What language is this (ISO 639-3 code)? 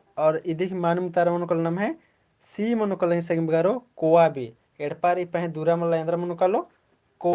kru